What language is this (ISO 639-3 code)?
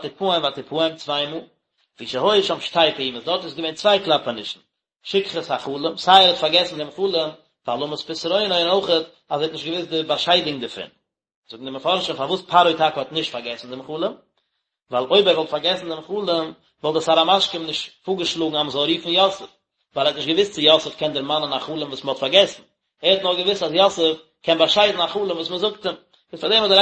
yid